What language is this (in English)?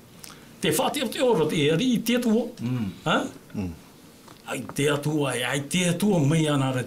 Tahitian